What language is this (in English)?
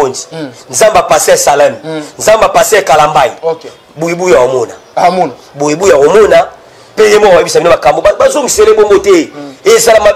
Lingala